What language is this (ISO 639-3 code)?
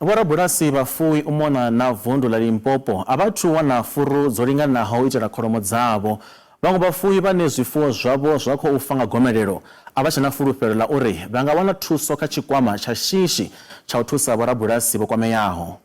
ven